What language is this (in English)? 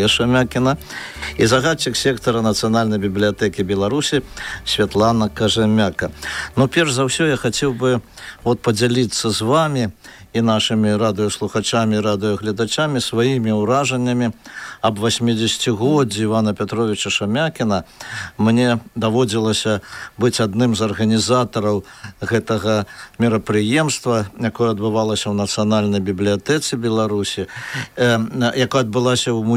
Belarusian